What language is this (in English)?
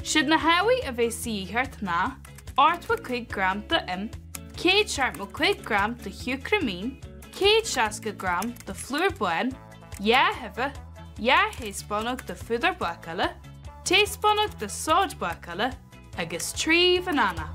Irish